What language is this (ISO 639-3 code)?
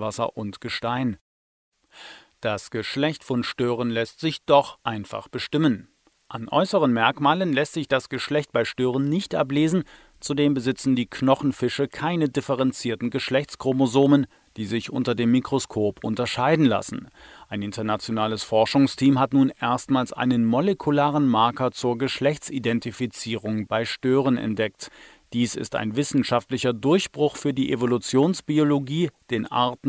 deu